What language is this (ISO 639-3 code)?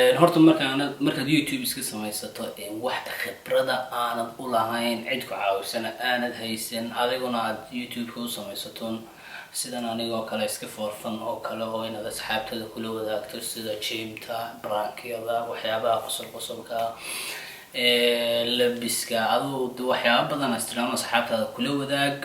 som